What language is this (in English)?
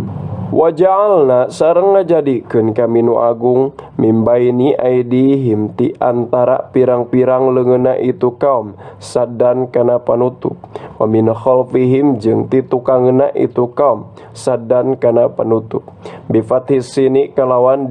Sundanese